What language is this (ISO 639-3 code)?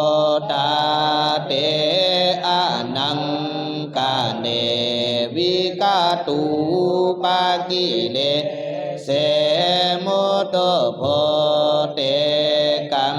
pli